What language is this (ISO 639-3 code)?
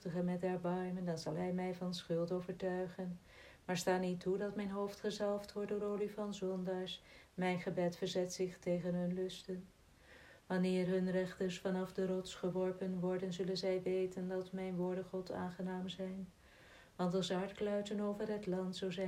nld